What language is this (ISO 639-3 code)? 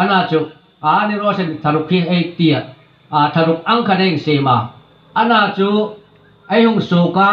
hmr